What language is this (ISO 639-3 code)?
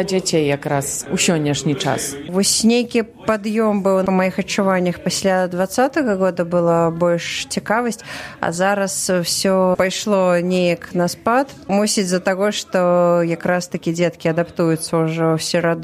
bel